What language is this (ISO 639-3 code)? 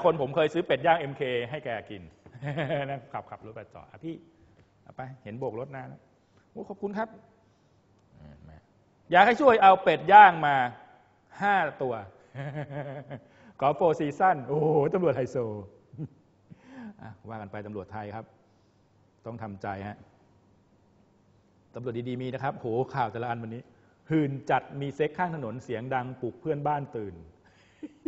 tha